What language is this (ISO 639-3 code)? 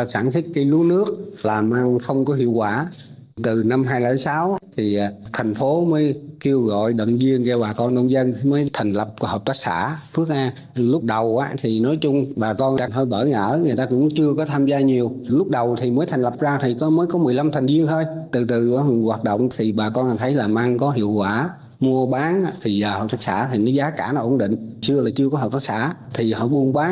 vie